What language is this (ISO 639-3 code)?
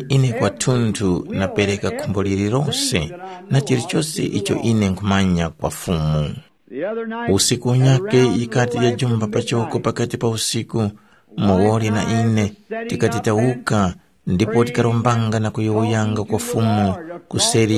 tum